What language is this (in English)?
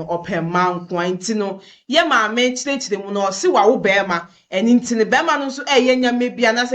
Akan